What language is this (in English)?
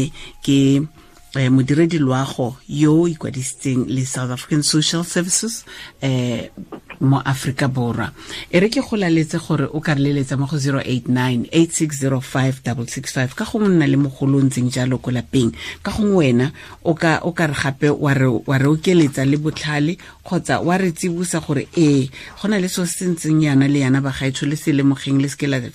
Tswana